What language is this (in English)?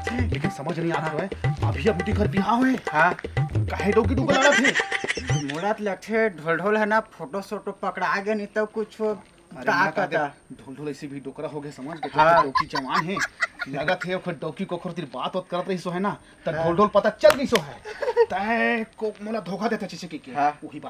Chhattisgarhi